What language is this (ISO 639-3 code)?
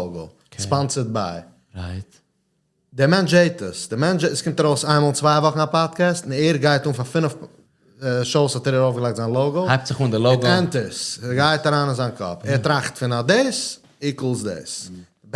yid